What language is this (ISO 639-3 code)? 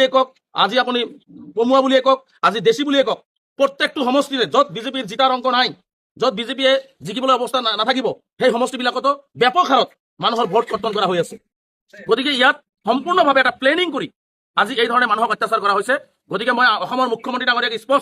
asm